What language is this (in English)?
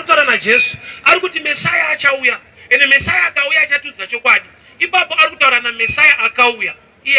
Shona